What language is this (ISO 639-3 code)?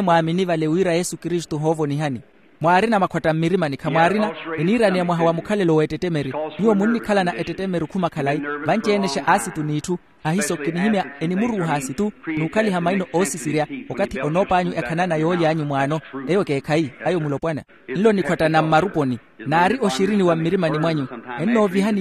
vmw